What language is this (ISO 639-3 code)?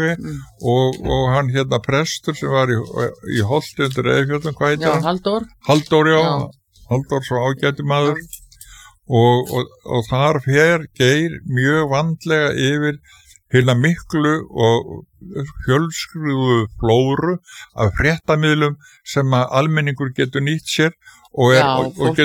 isl